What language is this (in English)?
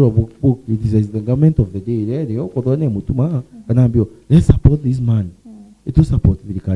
Meru